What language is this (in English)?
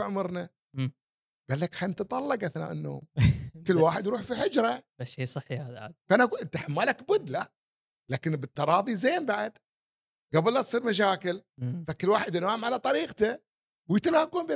Gulf Arabic